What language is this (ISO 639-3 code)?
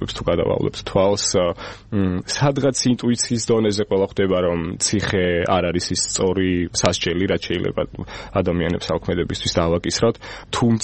kat